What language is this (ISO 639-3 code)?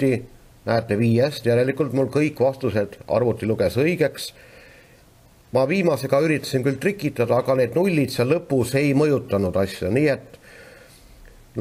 est